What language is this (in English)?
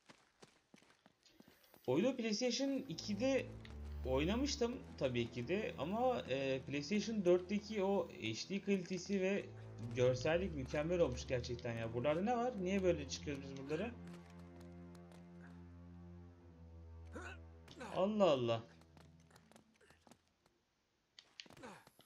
Turkish